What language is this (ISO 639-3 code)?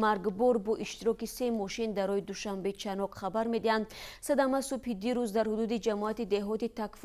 tgk